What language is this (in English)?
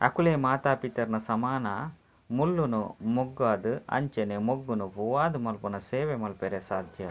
Tulu